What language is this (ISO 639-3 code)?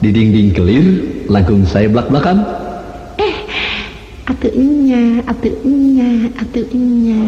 sun